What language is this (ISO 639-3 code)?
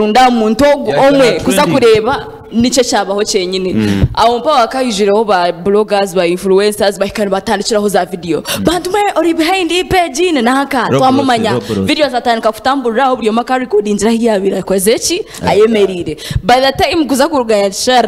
nyn